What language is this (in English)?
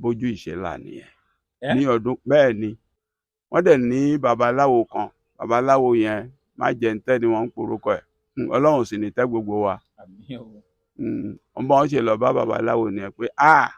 Yoruba